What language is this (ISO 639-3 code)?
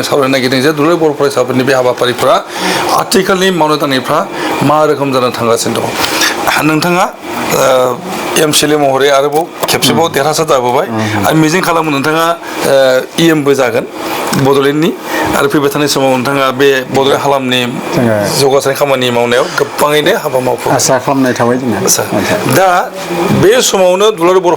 brx